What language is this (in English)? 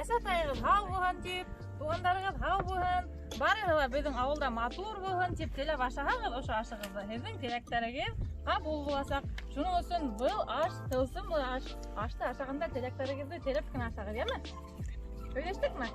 Bashkir